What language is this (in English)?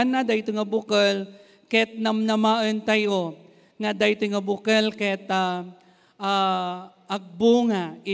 Iloko